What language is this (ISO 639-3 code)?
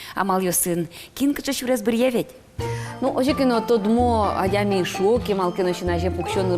udm